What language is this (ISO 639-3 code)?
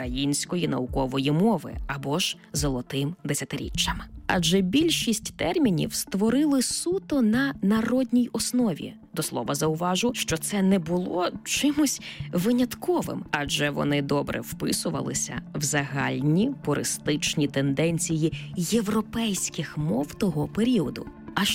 ukr